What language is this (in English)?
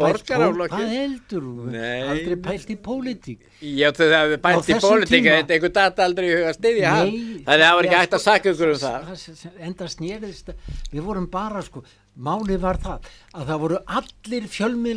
Icelandic